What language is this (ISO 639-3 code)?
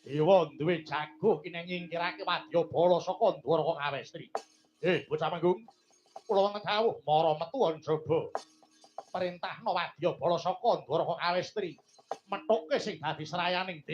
jav